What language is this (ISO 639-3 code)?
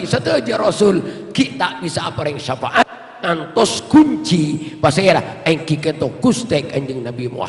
mad